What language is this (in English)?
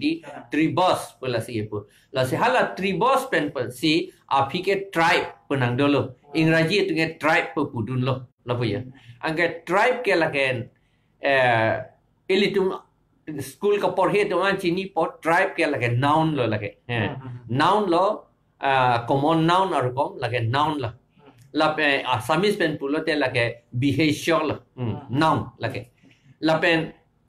Karbi